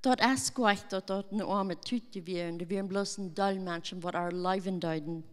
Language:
Plautdietsch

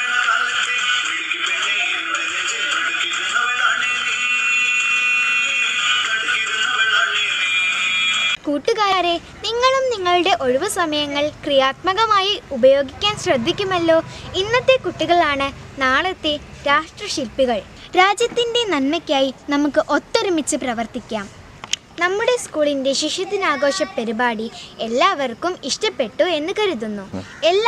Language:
Malayalam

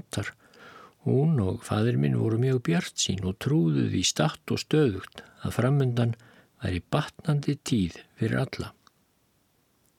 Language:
Icelandic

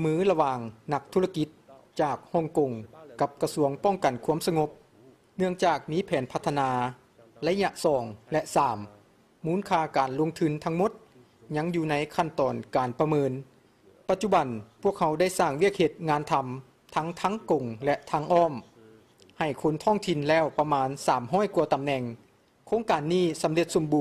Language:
Lao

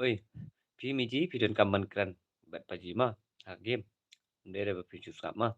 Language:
Khasi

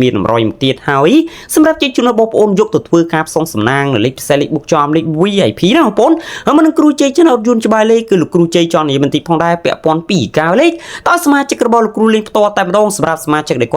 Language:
Khmer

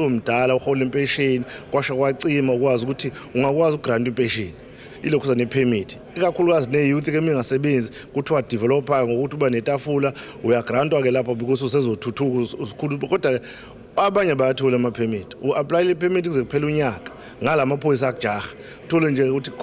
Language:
Zulu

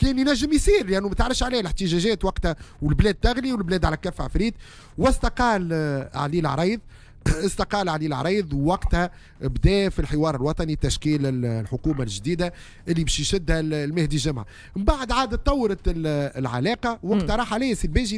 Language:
Tunisian Arabic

